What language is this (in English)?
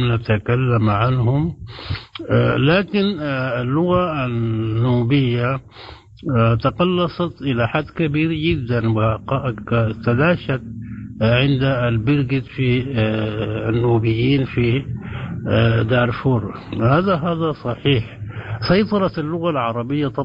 Sudanese Arabic